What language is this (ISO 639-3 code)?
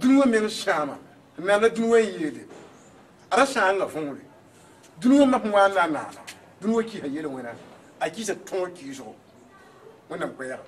mos